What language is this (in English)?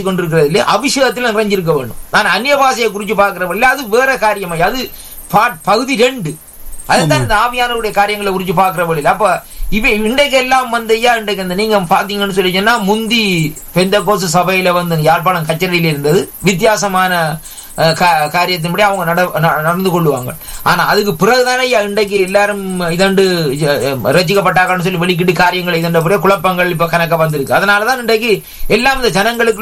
Tamil